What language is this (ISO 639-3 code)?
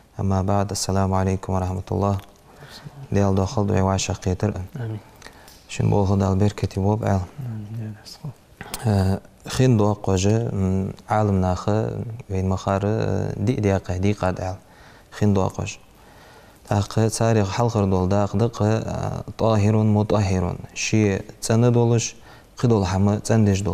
inh